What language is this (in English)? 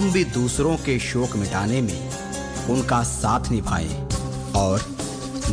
Hindi